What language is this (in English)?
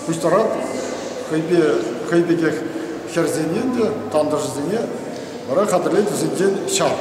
Chuvash